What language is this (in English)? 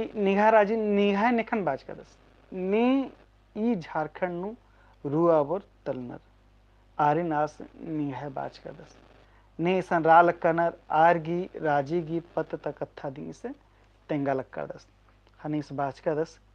Kurukh